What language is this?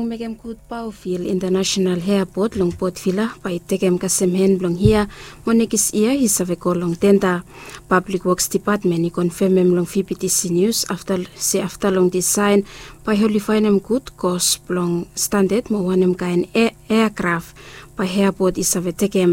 Bislama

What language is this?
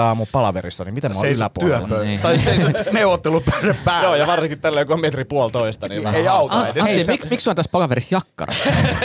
Finnish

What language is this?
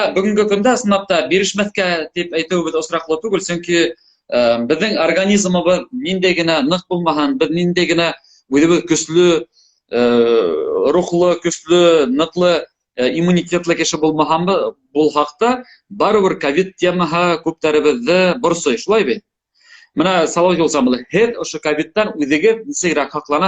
Bashkir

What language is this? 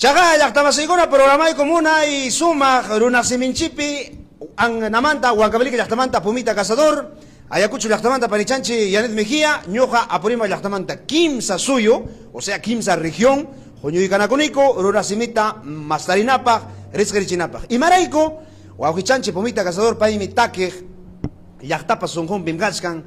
Ayacucho Quechua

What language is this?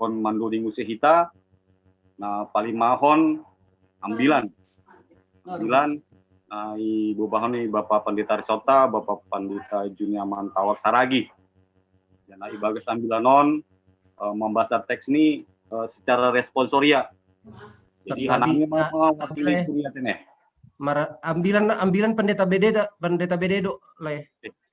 Batak Simalungun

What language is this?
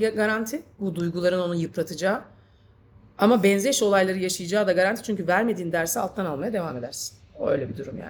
Turkish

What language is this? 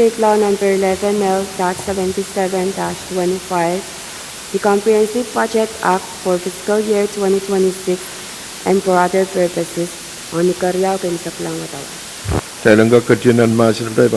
Pohnpeian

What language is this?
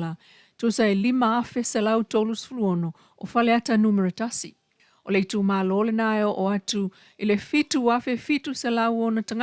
Samoan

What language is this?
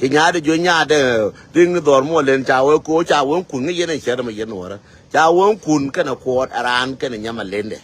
Nuer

